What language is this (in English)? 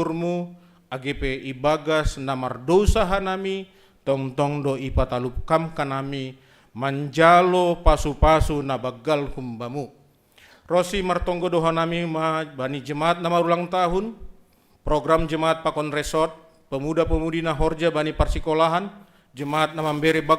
Batak Simalungun